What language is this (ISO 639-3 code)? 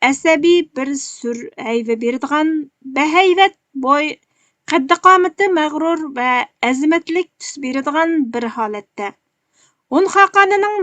uig